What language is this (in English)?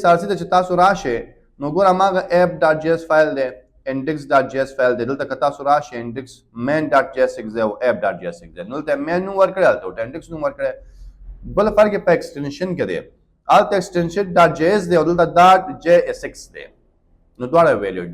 Pashto